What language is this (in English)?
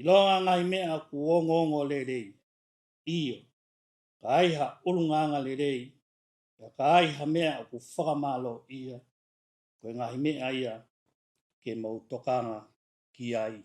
Tongan